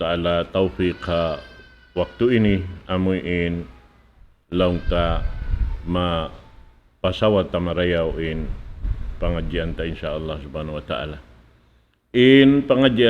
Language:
Tausug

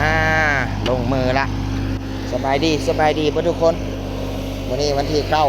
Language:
Lao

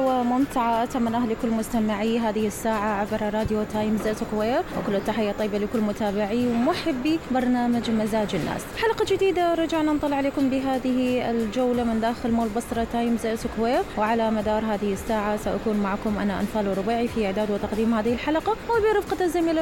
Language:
Mesopotamian Arabic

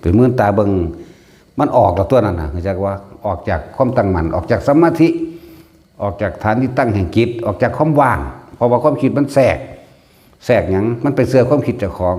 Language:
Northeastern Thai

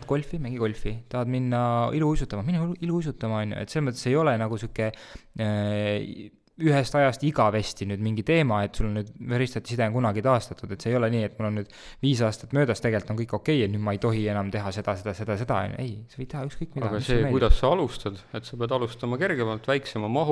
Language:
Estonian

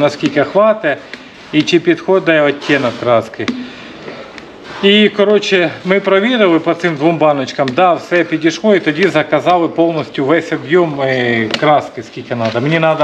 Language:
Ukrainian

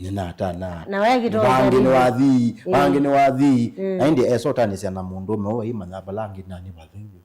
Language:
Kamba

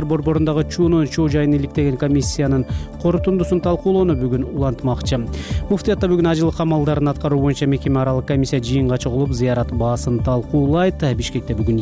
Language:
Kyrgyz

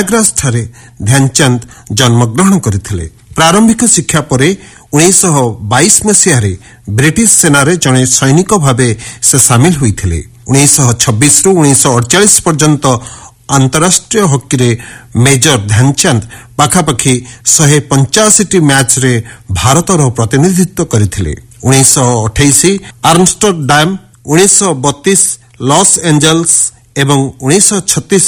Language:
Odia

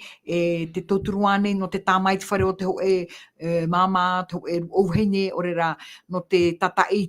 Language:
Tahitian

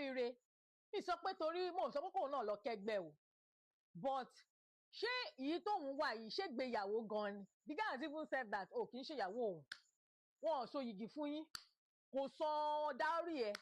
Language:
Yoruba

